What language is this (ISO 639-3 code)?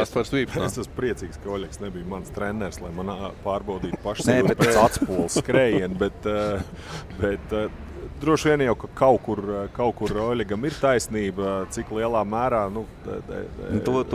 lav